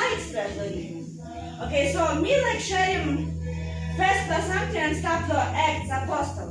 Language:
Tok Pisin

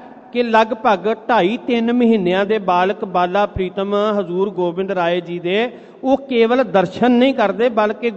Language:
Punjabi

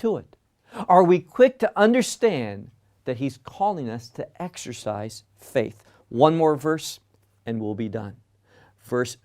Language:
English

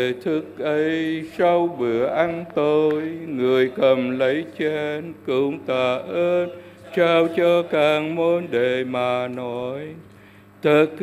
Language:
Vietnamese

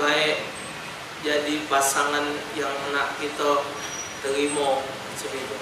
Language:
Musi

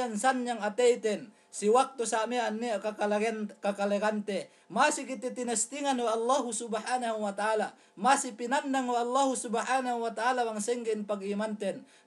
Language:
Yakan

